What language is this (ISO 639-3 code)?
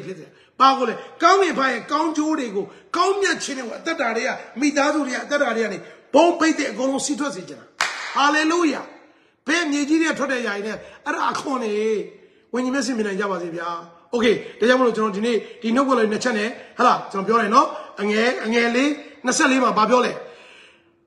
mya